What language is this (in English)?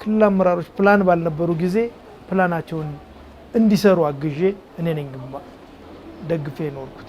Amharic